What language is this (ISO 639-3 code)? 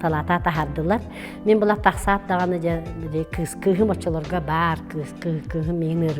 sah